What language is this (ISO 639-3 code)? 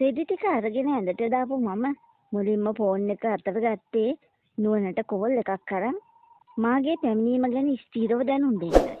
sin